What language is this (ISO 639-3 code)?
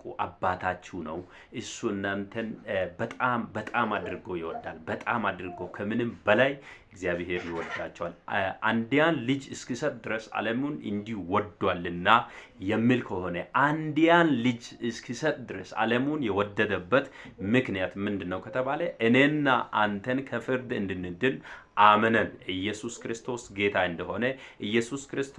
amh